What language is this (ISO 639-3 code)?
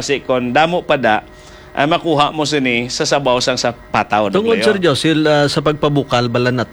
hil